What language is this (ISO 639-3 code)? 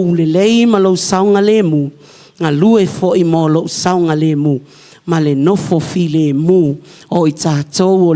smo